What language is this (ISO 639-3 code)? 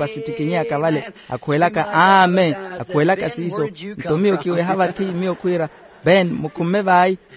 vmw